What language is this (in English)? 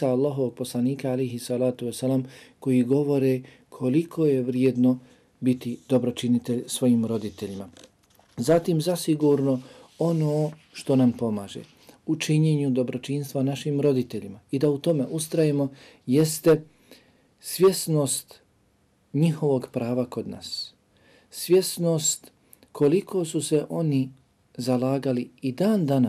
Bosnian